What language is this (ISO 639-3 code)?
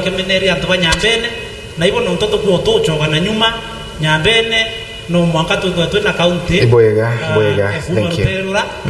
mer